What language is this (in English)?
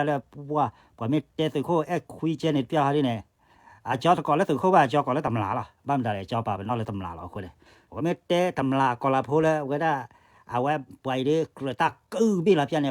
S'gaw Karen